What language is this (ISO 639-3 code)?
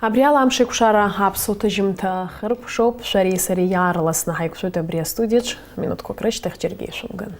abk